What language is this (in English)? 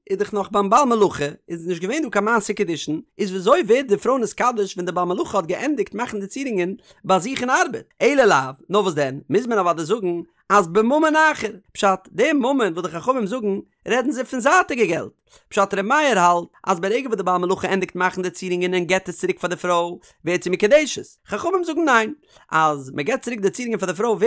Yiddish